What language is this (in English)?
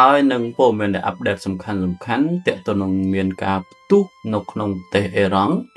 Khmer